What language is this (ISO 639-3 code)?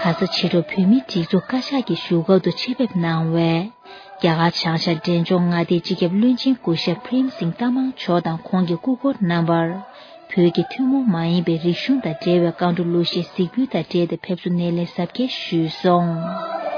bod